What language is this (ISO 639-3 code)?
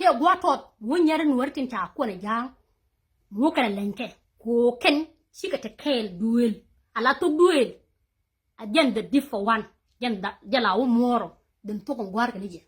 nus